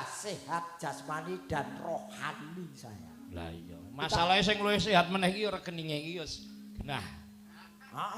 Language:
Javanese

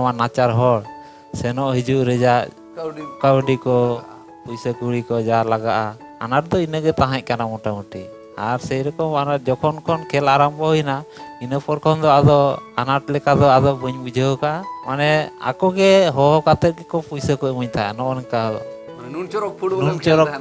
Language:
Santali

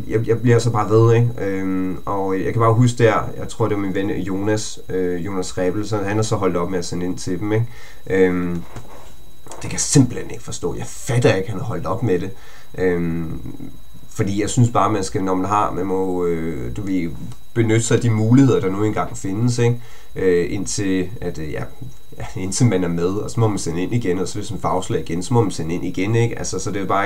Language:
Danish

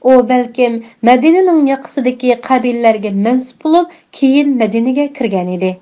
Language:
Uyghur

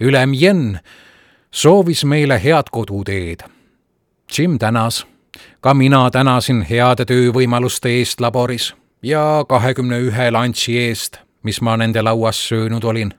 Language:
Estonian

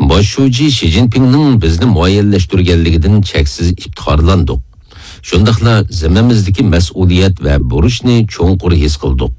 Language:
Uyghur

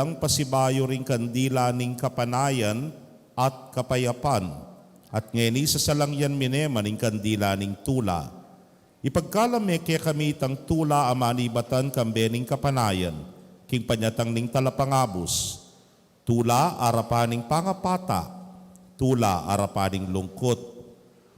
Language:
Pampanga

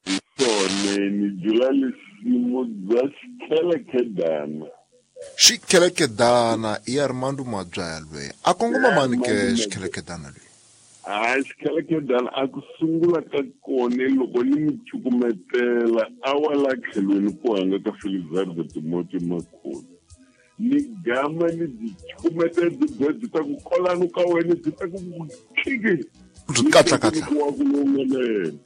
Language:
Tsonga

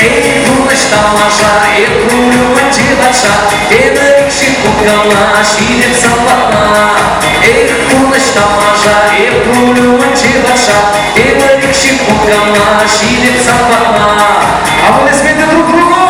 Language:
Chuvash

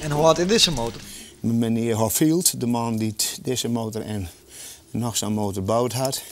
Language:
Western Frisian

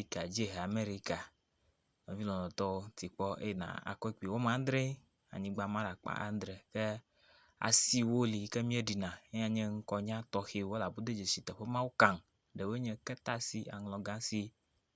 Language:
Ewe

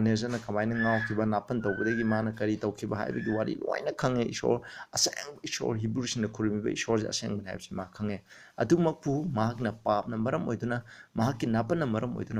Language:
Manipuri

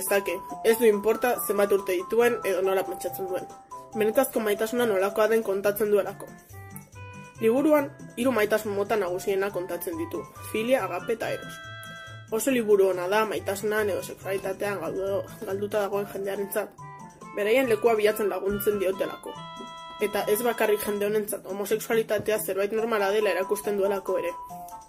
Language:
Basque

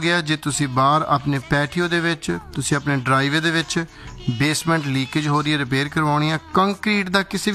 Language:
Punjabi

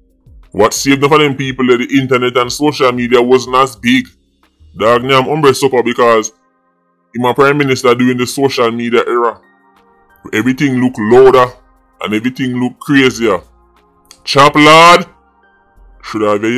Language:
Jamaican Creole English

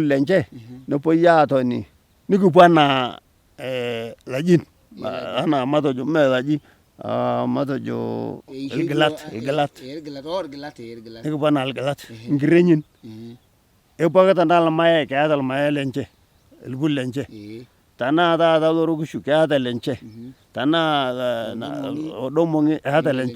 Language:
Masai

